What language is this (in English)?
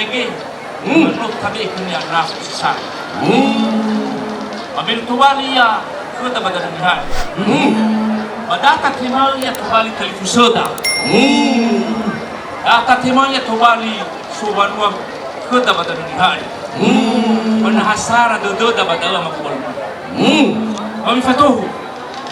Nias